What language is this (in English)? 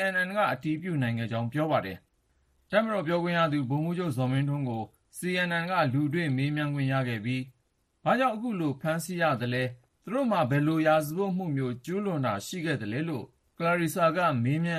Burmese